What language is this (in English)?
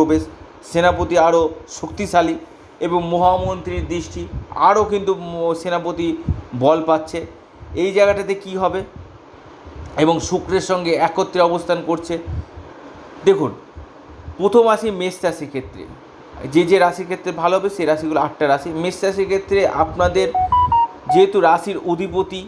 Bangla